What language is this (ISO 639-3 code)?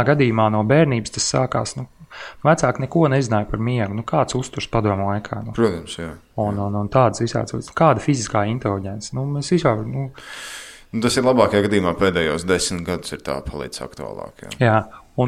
lav